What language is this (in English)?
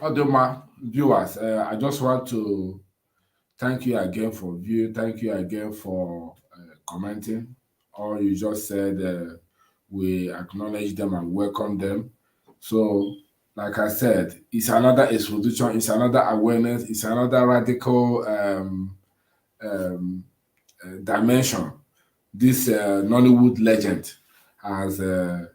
Igbo